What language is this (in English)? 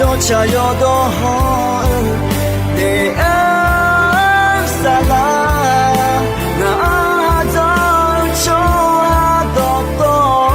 Akha